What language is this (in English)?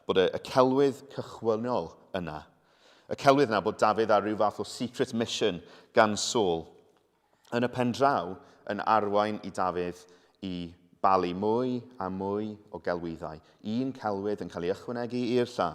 Welsh